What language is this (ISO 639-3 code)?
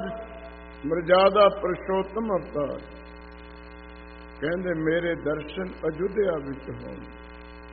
pan